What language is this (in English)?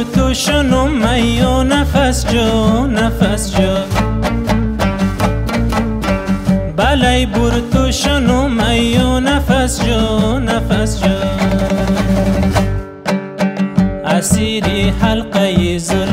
Persian